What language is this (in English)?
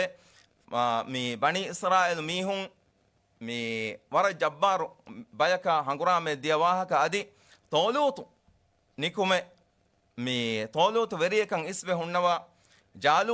Divehi